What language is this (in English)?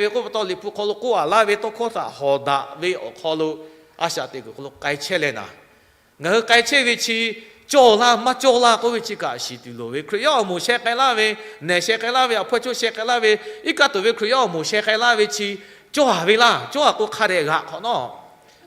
Lahu